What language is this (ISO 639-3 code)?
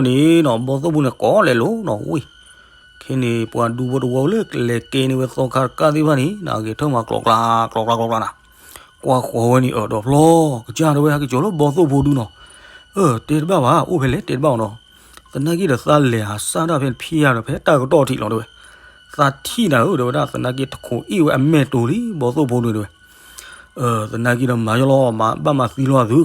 ksw